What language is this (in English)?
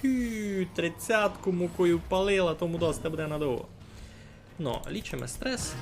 Rusyn